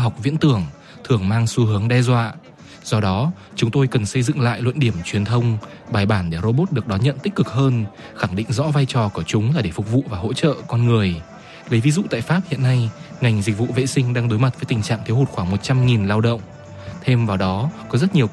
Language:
Vietnamese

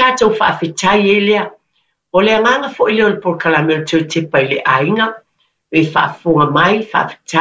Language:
Samoan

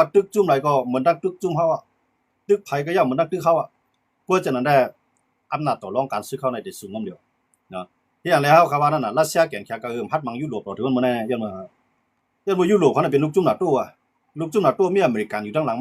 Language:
Shan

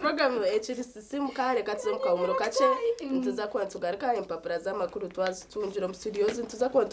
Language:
Nyankole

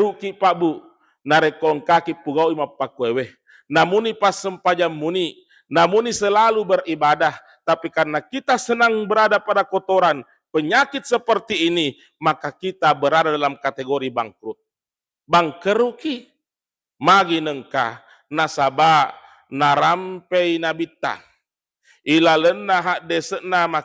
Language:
Buginese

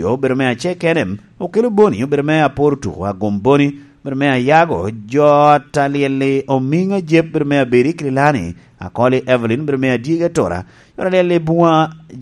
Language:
Lango (Uganda)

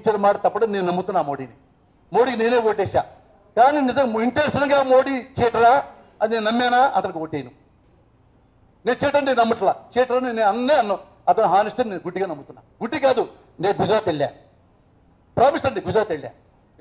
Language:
Telugu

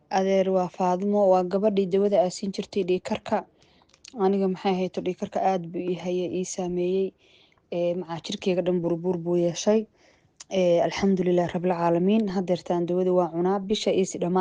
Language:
Somali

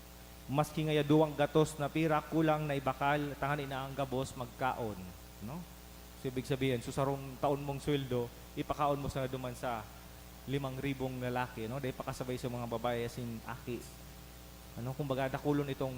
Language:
Bikol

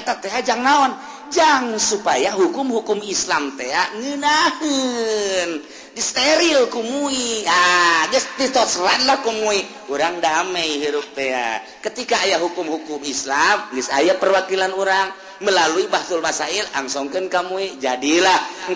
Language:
Sundanese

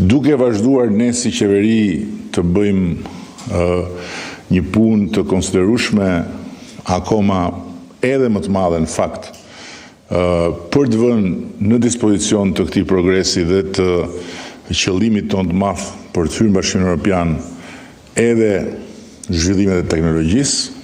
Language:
Albanian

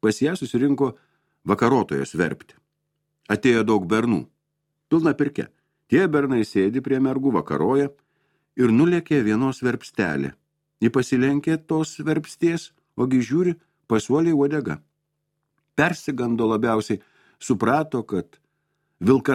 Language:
Lithuanian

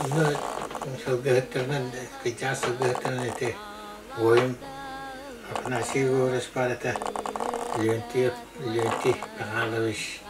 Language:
Yakut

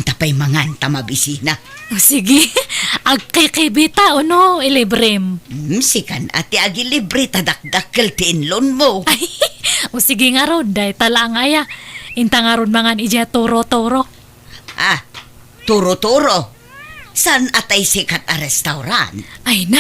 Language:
Iloko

